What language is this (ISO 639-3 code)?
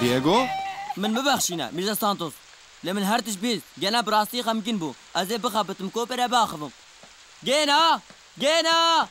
kur